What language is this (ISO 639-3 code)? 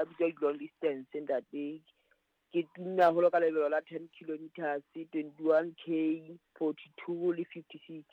sot